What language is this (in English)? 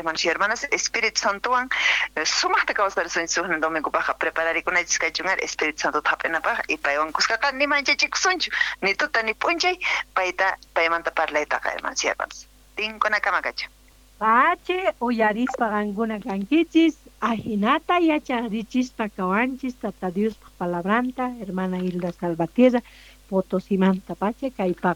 Quechua